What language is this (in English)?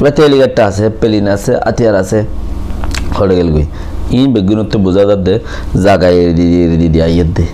Rohingya